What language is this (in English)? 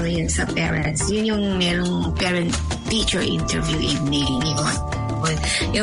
Filipino